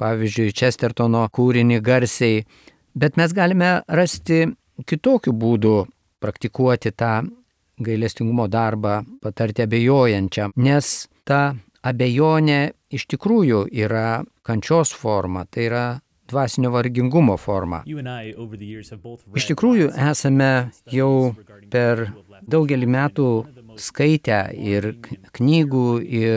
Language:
Lithuanian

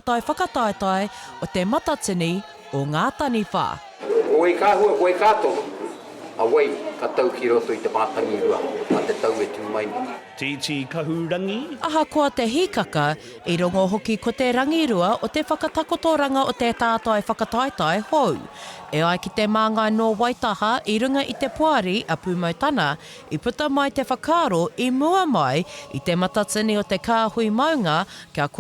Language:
Māori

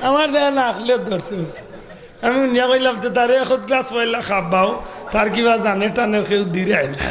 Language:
Sylheti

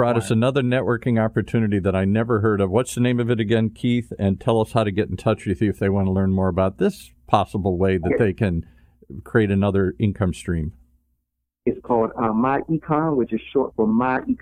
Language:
English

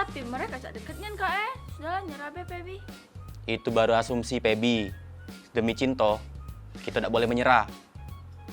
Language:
Musi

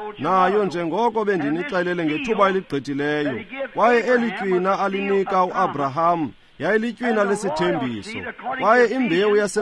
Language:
Xhosa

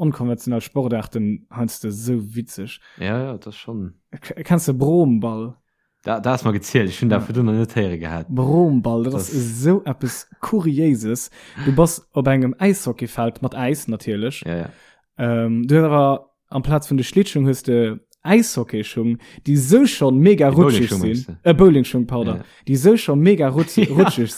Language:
Luxembourgish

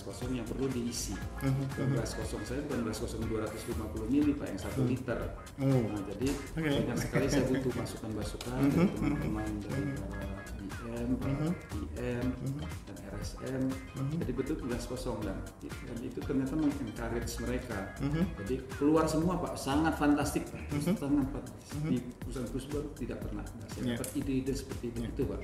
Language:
Indonesian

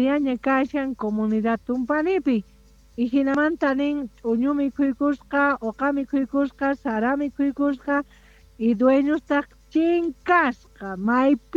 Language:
South Bolivian Quechua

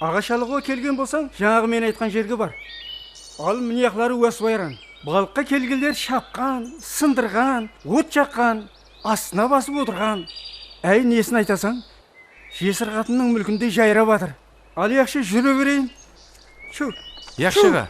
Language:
Kara-Kalpak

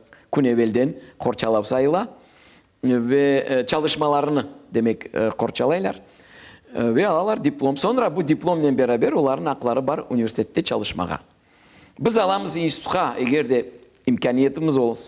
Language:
Crimean Tatar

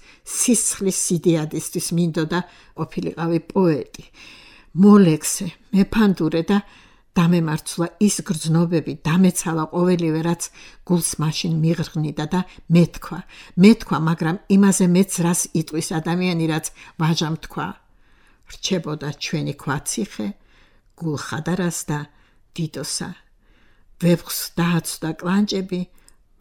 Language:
Georgian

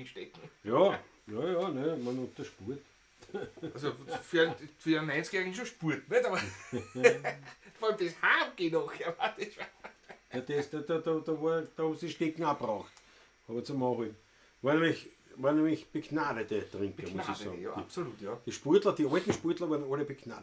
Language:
Bavarian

